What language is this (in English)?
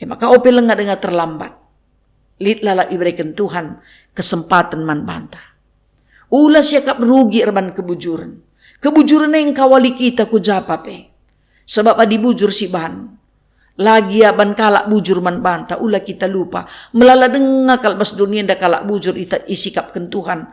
Batak Karo